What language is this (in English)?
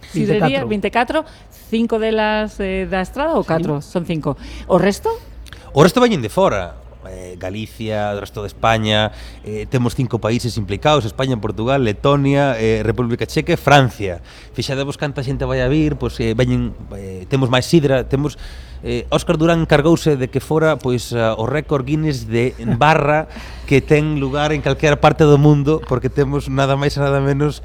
Galician